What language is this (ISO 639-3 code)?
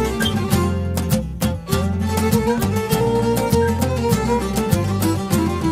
ell